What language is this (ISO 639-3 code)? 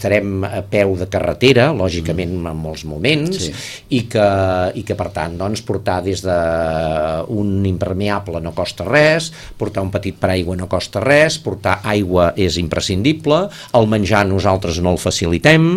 cat